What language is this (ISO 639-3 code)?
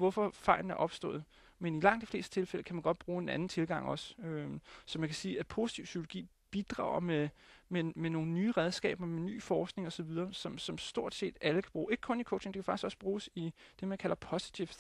dan